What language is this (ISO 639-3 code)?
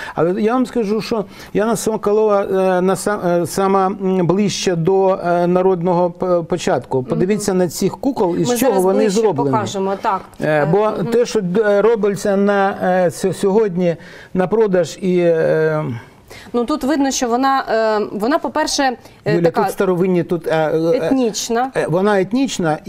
ukr